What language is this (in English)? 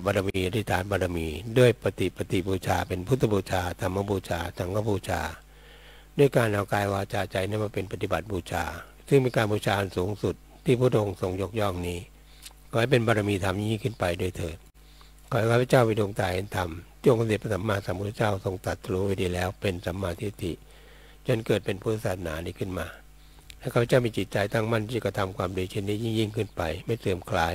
Thai